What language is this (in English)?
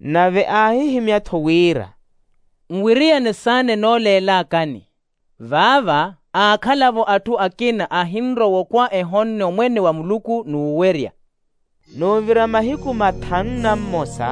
Makhuwa